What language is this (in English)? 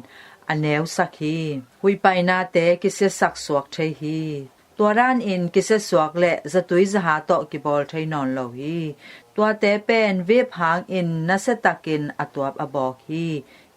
Tedim Chin